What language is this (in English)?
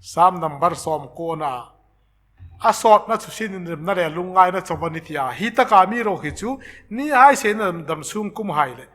Hmar